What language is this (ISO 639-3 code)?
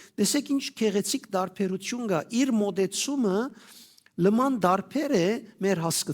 hyw